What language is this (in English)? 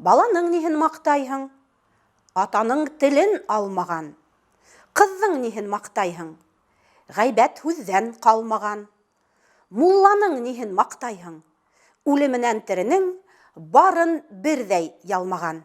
Bashkir